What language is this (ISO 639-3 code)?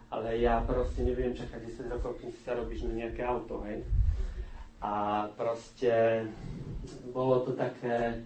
slk